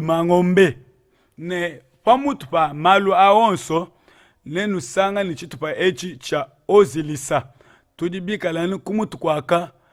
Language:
Luba-Lulua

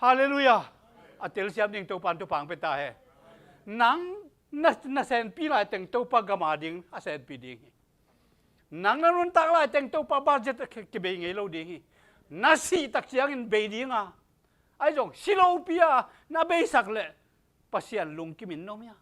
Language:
Tedim Chin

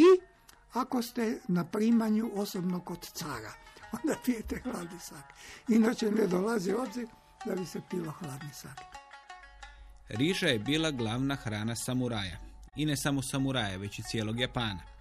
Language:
Croatian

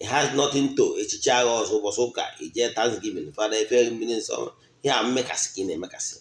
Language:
Igbo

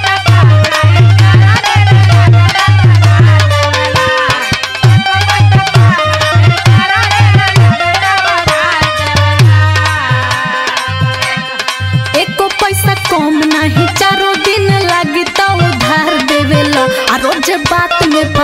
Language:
Bhojpuri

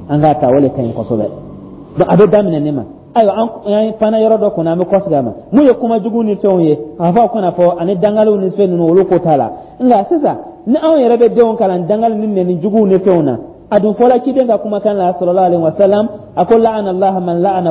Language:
Dyula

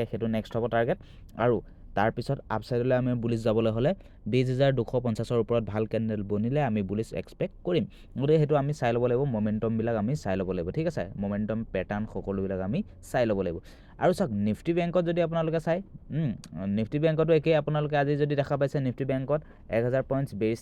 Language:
Assamese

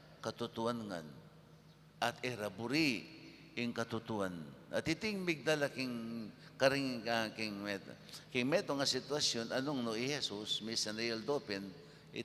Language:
Pampanga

